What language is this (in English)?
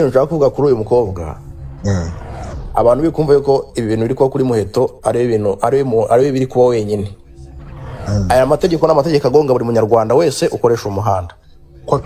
Kinyarwanda